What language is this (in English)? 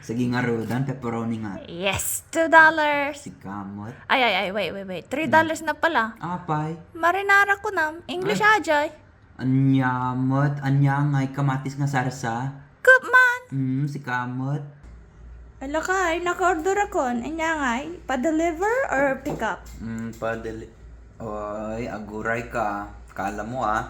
Iloko